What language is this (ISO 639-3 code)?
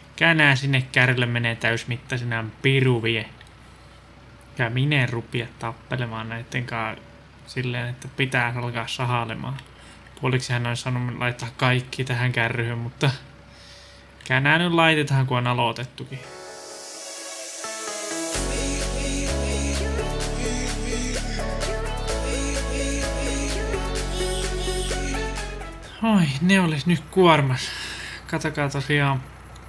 fin